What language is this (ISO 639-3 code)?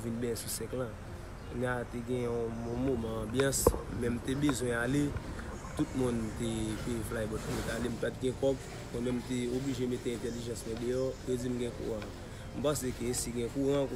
hat